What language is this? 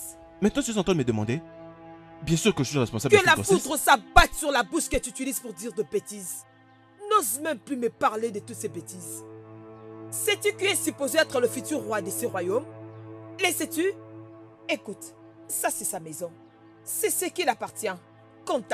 French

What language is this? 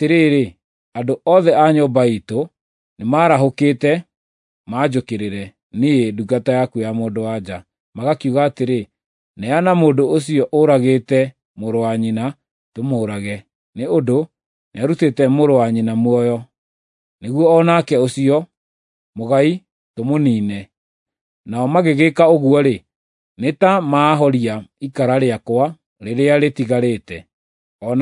Kikuyu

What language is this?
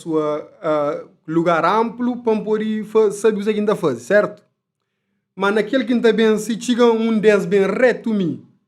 Kabuverdianu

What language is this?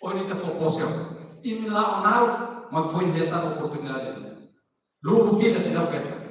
Tetum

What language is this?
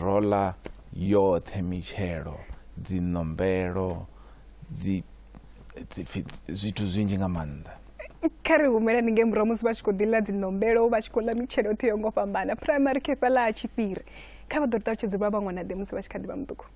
Venda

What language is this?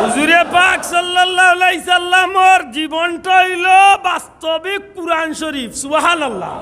Sylheti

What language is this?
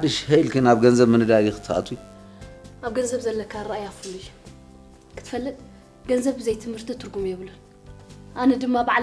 Tigrinya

